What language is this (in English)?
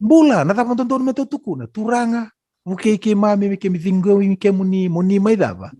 Fijian